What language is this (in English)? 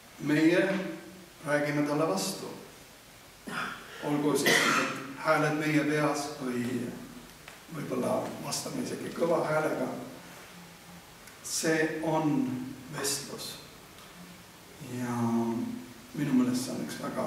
Estonian